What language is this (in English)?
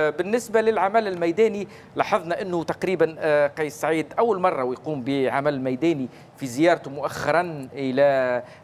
Tunisian Arabic